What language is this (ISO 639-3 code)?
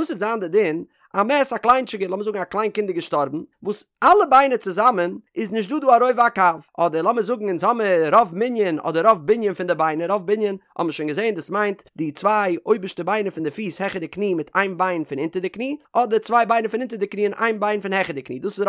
yid